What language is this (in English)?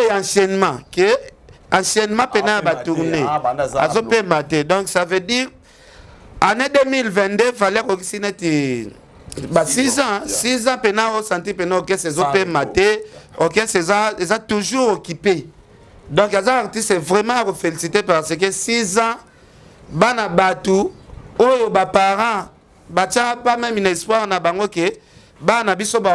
Lingala